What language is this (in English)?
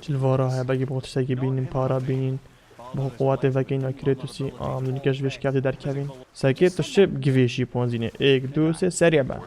Kurdish